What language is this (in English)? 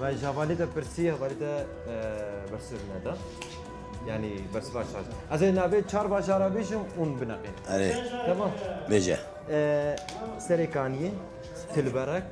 Kurdish